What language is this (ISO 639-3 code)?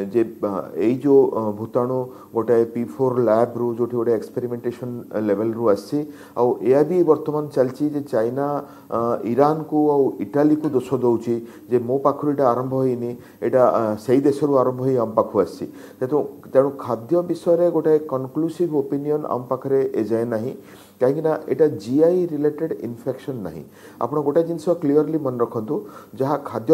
ori